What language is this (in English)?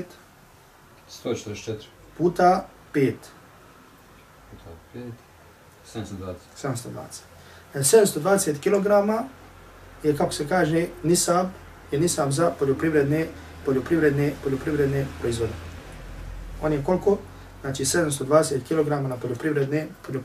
Bosnian